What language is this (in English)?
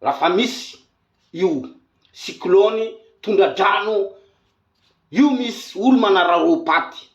Malagasy